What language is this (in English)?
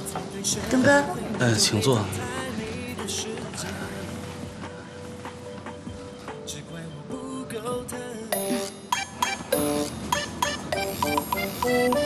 Chinese